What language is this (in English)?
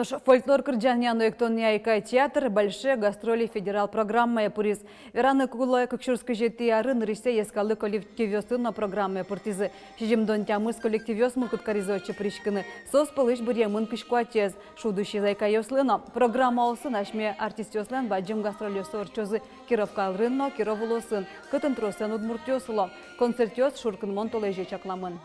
Udmurt